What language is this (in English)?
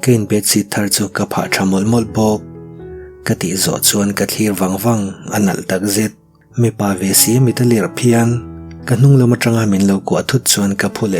Mizo